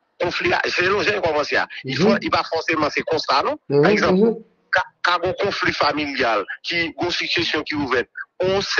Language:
Haitian Creole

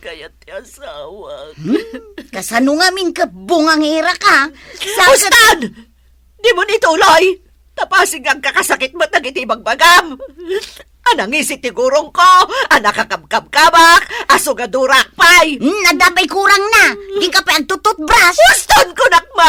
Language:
Iloko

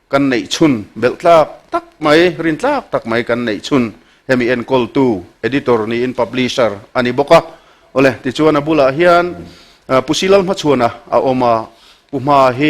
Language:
Mizo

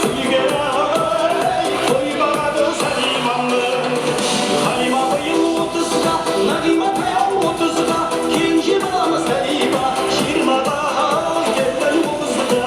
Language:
Kara-Kalpak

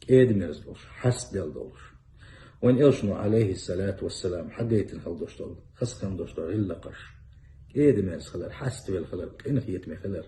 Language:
Chechen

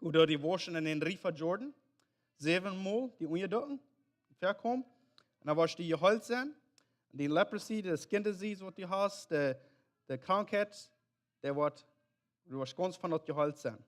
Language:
Plautdietsch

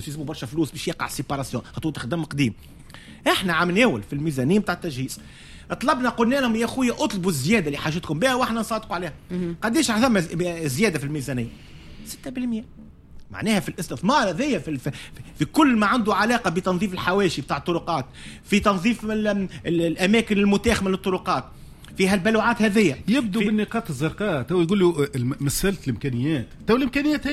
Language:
Tunisian Arabic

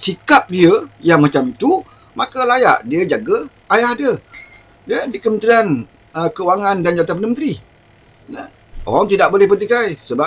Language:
Malay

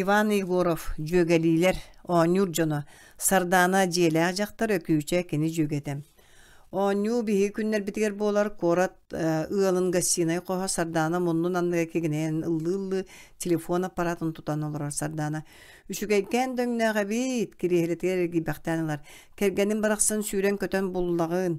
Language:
Yakut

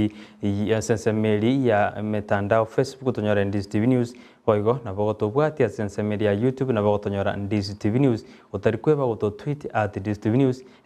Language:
Gusii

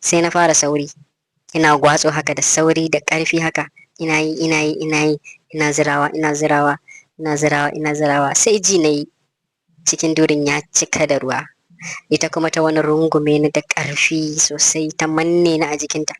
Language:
Hausa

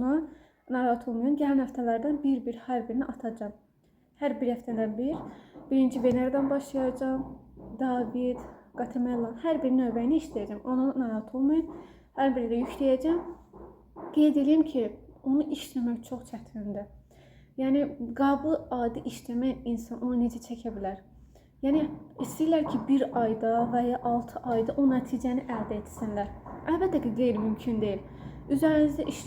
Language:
Azerbaijani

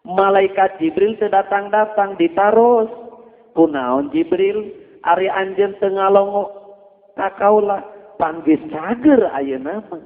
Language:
Sundanese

